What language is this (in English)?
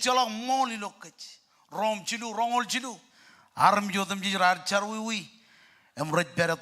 Marshallese